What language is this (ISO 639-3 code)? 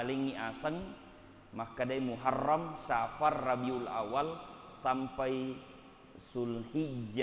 bug